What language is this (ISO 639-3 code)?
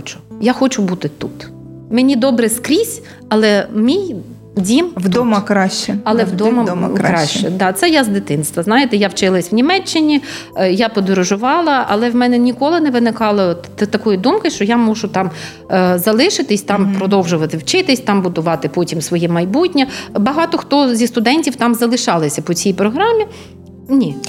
ukr